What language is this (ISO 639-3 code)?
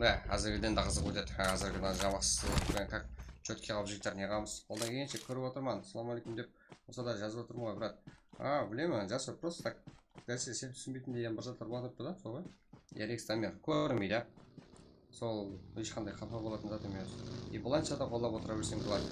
kaa